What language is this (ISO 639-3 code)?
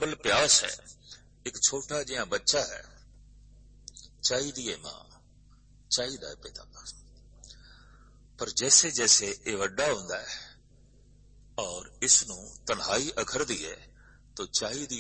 pan